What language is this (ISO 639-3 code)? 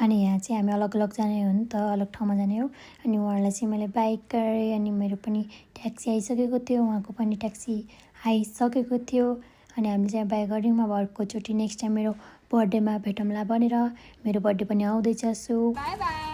nep